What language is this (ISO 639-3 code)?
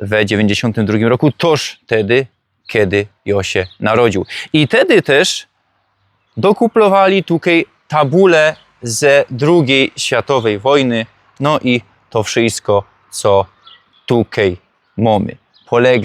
szl